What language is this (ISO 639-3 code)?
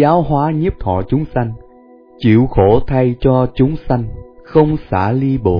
vie